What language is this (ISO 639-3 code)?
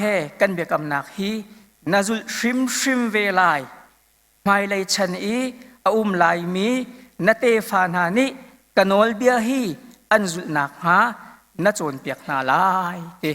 cnh